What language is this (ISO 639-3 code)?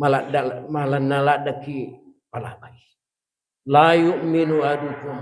bug